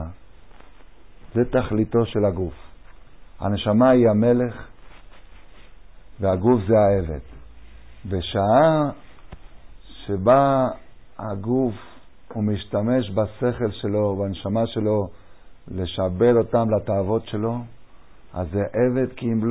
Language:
Hebrew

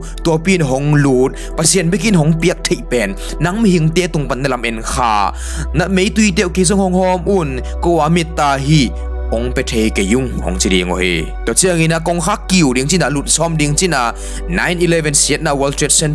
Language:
Tedim Chin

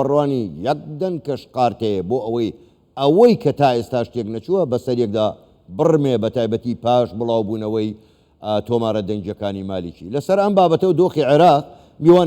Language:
Central Kurdish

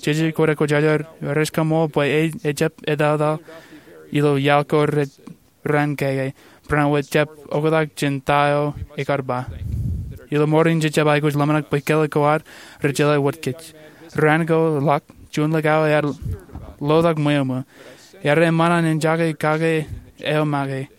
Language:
Marshallese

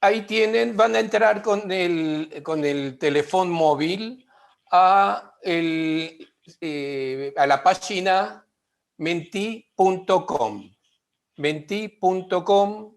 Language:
Ladino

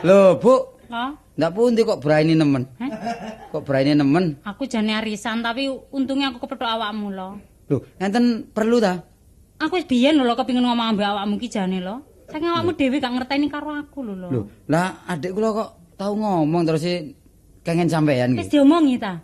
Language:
Javanese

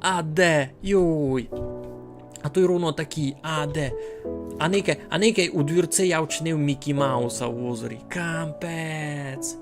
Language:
Rusyn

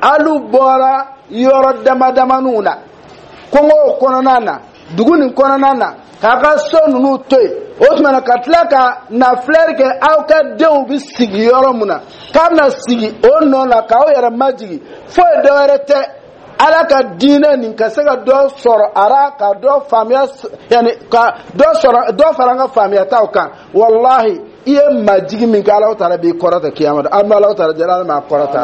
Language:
Dyula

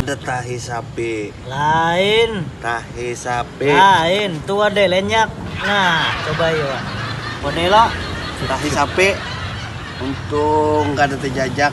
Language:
Banjar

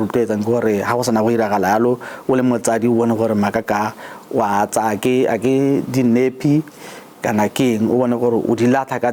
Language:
Tswana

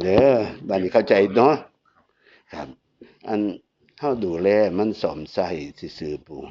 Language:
Northeastern Thai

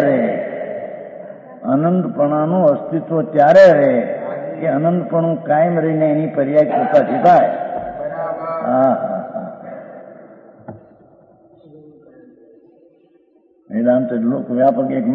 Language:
Gujarati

